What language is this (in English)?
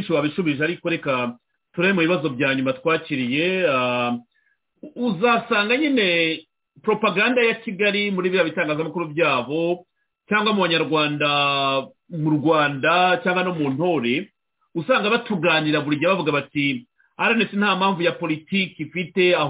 Kinyarwanda